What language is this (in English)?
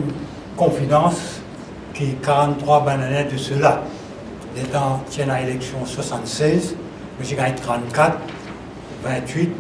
Morisyen